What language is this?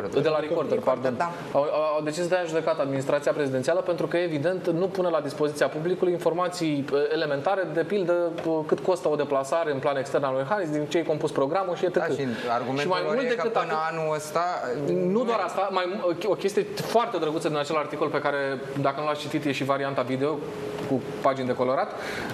Romanian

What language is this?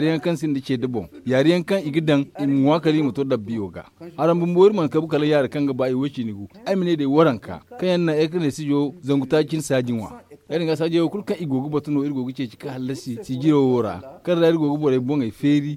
Zarma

